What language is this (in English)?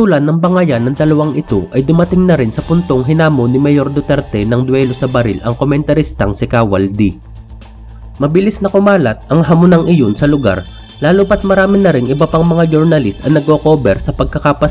Filipino